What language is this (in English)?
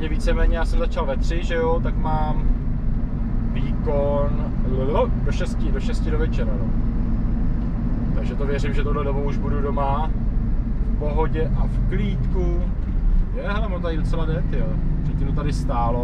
Czech